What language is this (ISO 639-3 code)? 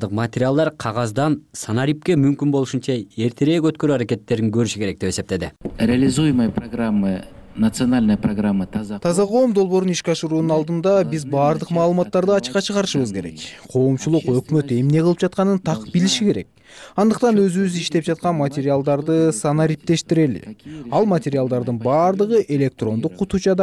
kir